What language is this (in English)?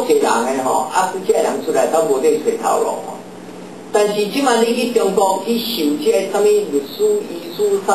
Min Nan Chinese